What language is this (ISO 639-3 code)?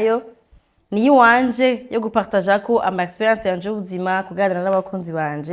run